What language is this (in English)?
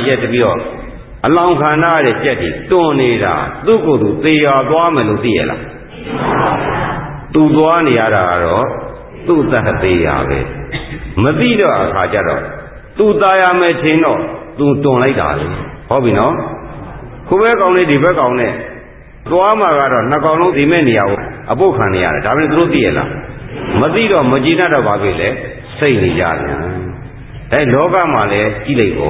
Burmese